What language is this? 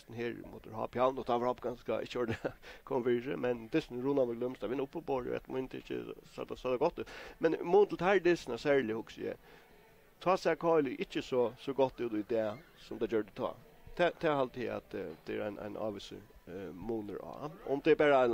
Faroese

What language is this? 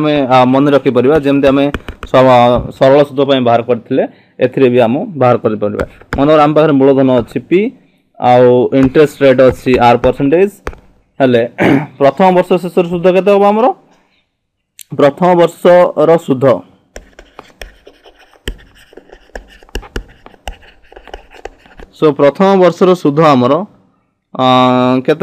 Odia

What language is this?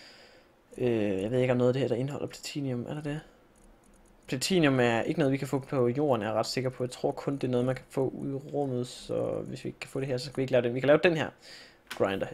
Danish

